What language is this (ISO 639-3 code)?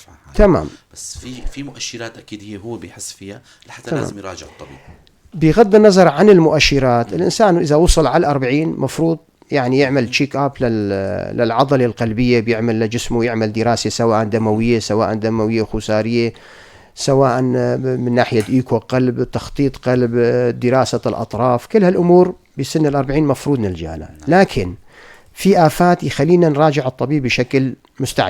apc